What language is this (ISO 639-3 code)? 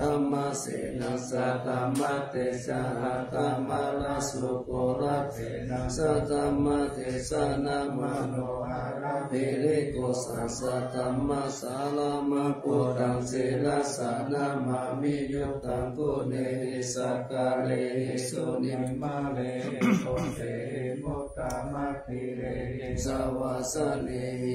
pli